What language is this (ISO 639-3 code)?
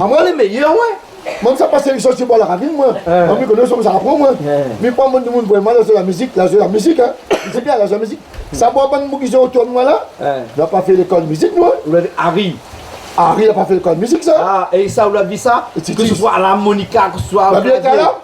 rcf